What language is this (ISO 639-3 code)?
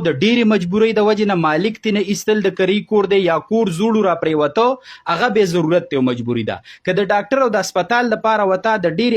pus